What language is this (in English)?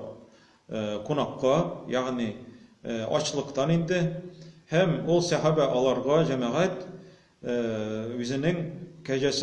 Tatar